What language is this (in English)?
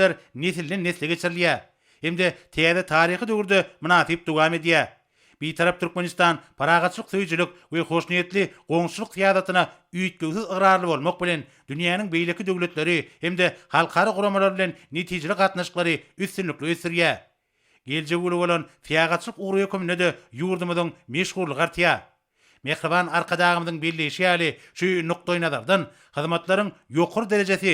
Turkmen